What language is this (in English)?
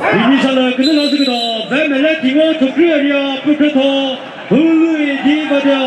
Chokri Naga